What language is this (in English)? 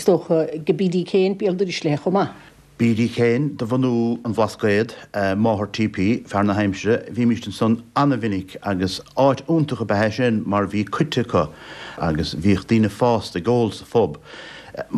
Irish